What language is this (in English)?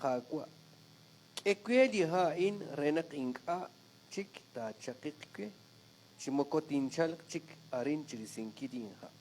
Kekchí